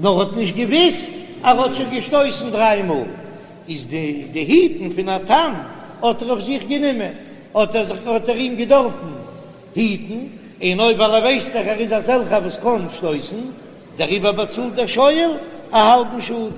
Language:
Yiddish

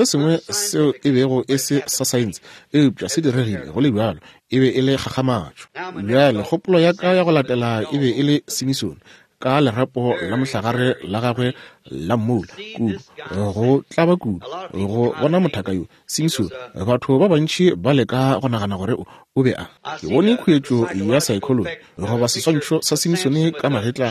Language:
Northern Sotho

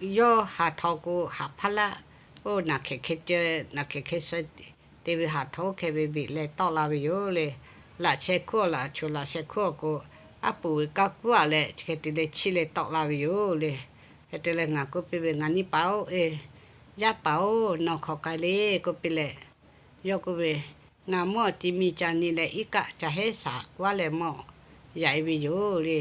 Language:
Lahu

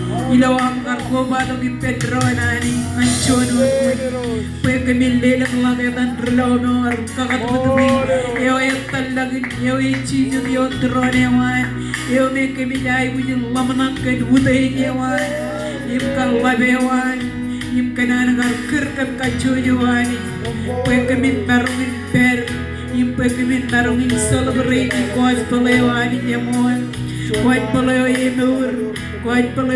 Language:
Marshallese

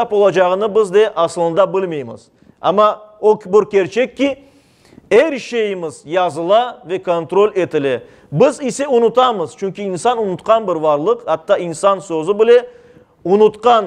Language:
Crimean Tatar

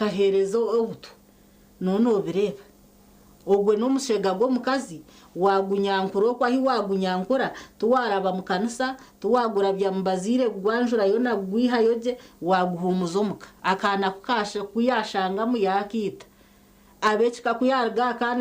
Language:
Nyankole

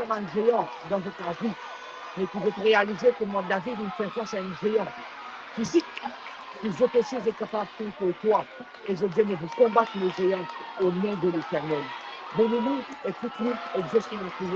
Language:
Morisyen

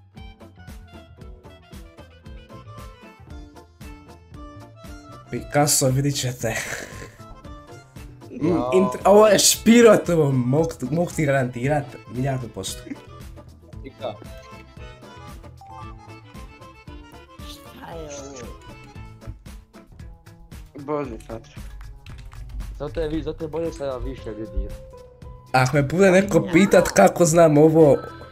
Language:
Croatian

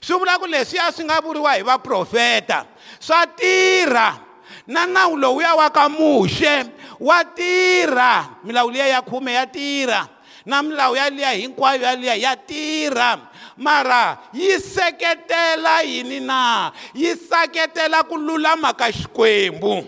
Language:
Tsonga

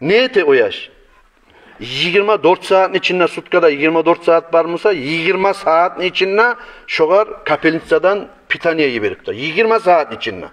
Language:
Kumyk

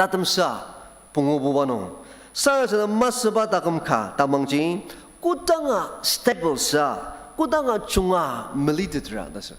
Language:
Ao Naga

